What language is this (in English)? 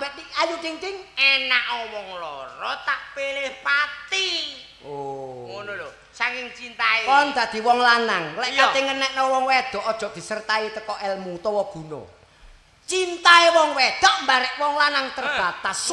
Javanese